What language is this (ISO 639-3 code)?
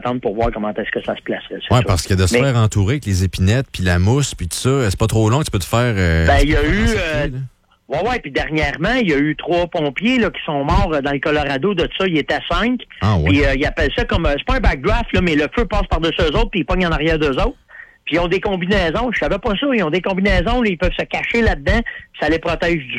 fra